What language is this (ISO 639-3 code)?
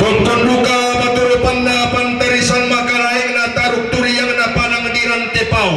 sda